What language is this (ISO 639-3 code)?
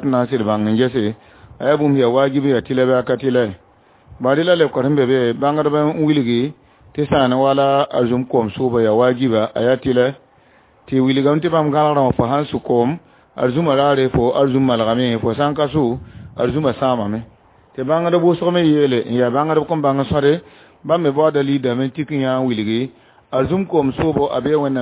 mos